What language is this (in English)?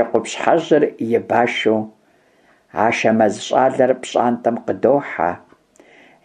Kabardian